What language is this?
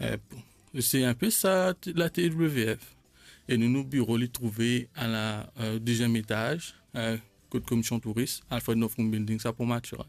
Morisyen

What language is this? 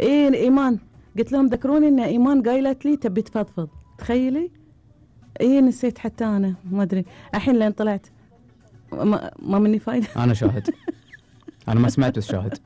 Gulf Arabic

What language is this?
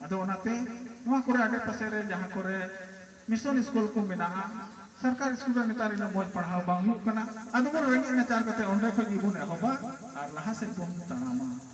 Santali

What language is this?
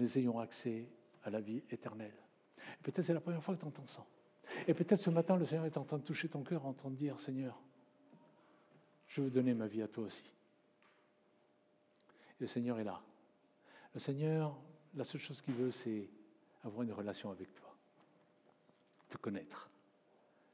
French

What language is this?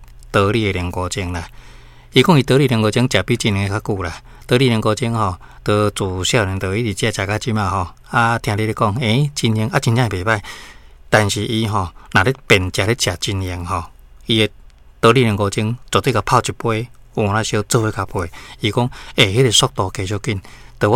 Min Nan Chinese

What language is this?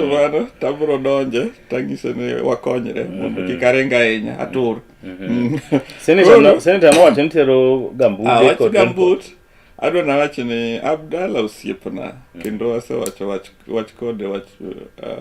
Luo (Kenya and Tanzania)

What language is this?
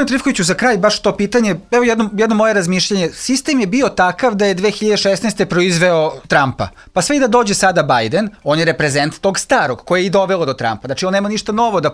Serbian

